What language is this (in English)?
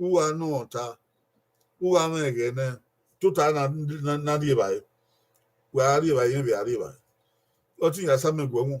Bini